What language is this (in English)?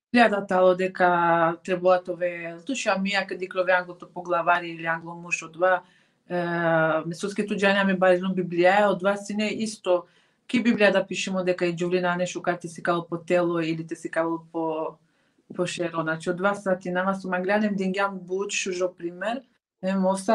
Balkan Romani